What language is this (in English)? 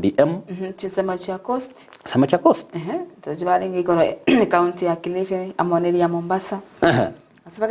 Gusii